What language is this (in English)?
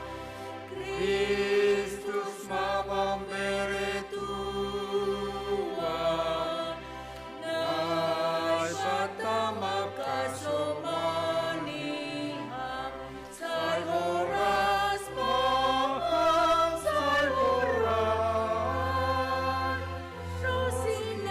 Batak Simalungun